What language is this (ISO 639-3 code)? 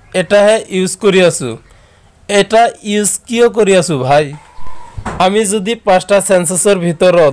asm